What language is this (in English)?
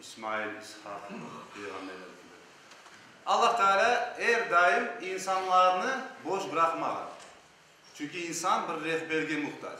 Crimean Tatar